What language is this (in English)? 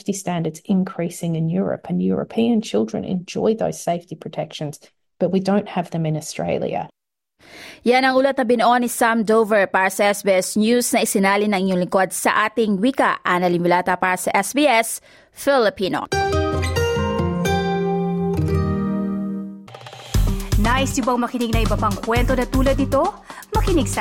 Filipino